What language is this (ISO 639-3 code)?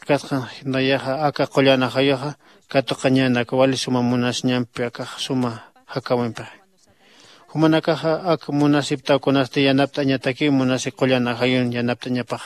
aym